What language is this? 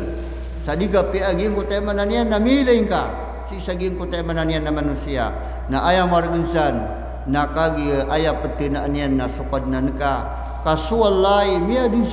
Maranao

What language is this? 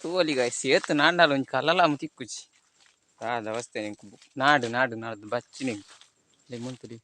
Tulu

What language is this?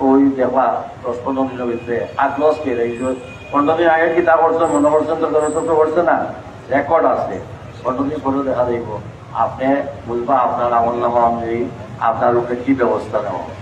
Sylheti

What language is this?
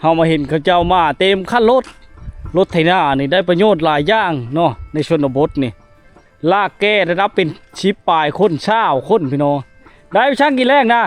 Lao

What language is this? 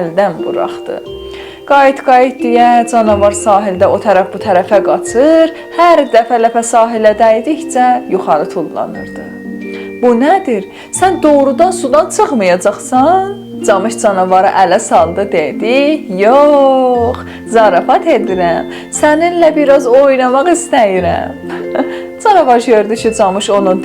South Azerbaijani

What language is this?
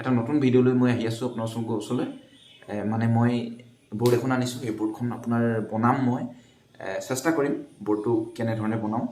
Assamese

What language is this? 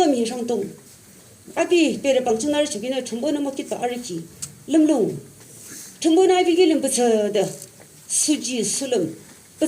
Yimchungru Naga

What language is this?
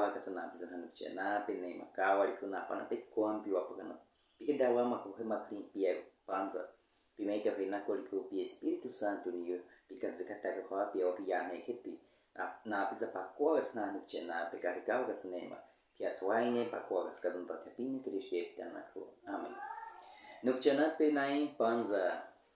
Baniwa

